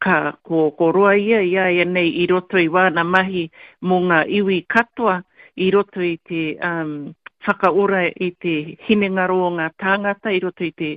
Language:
Māori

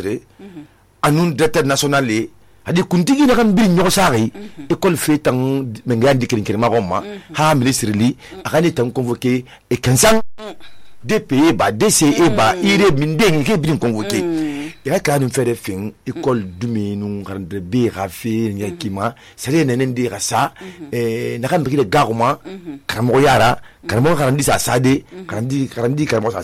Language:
Susu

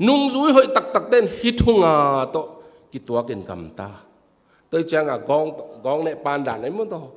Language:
Tedim Chin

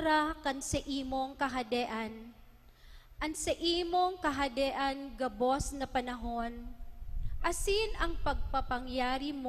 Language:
Bikol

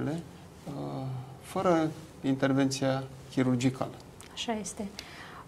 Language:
Romanian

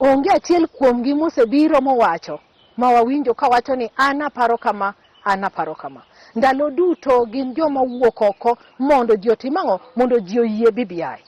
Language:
Luo (Kenya and Tanzania)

